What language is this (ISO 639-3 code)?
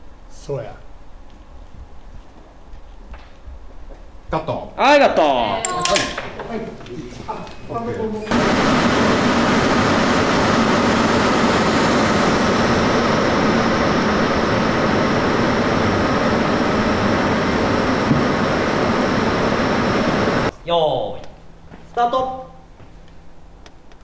jpn